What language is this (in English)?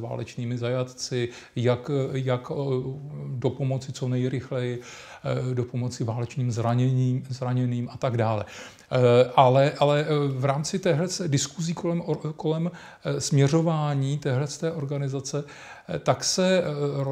Czech